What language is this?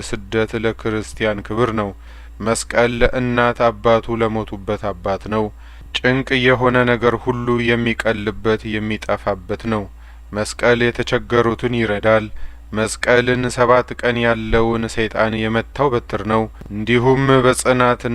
Amharic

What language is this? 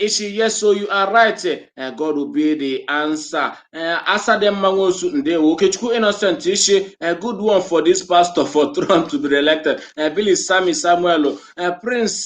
Igbo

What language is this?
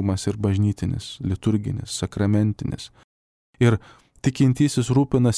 Lithuanian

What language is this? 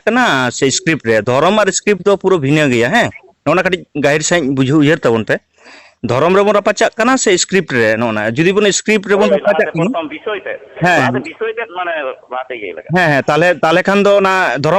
Santali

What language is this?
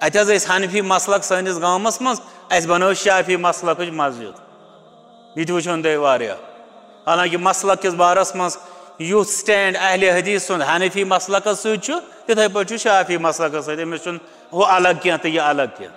Kashmiri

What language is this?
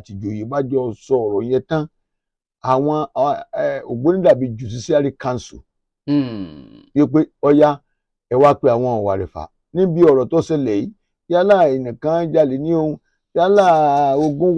Yoruba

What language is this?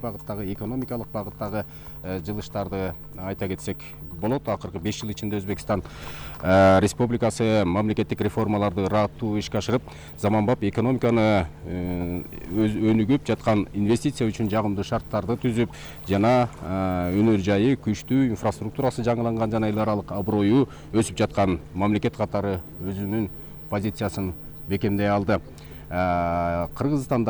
Kyrgyz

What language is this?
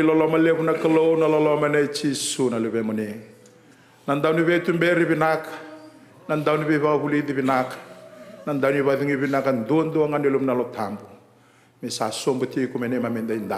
Fijian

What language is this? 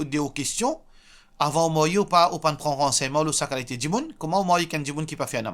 Morisyen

